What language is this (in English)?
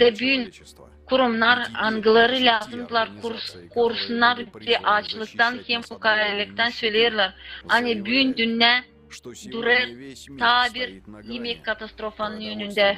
Gagauz